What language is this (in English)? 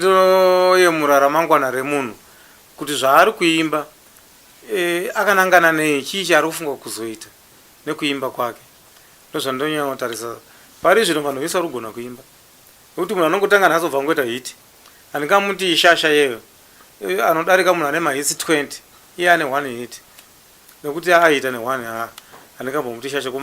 Shona